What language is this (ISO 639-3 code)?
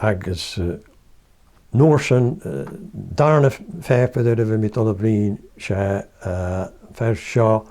gla